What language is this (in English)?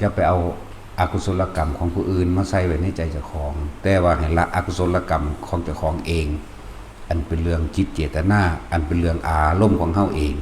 Lao